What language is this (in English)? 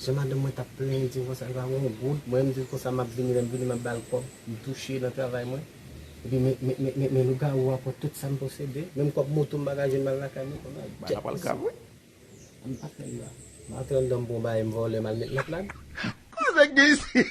Haitian Creole